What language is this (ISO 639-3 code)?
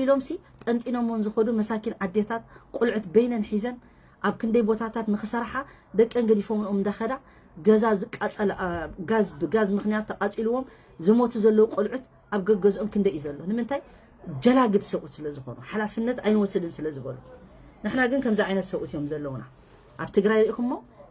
tir